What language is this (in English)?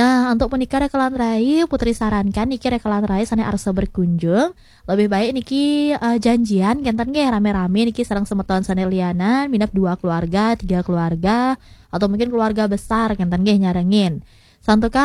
Balinese